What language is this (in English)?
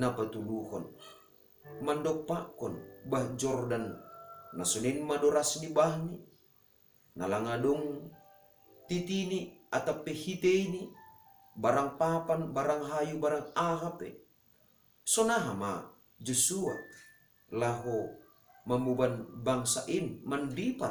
Batak Simalungun